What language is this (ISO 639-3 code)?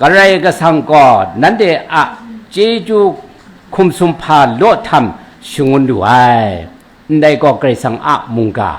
kac